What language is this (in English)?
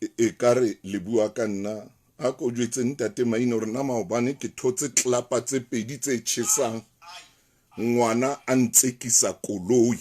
Southern Sotho